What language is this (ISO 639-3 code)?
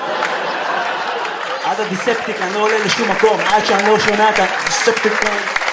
heb